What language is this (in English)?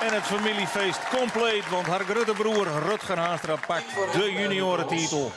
Western Frisian